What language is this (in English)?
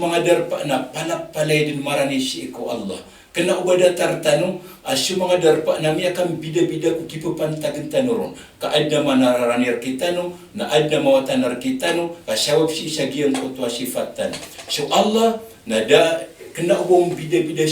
Maranao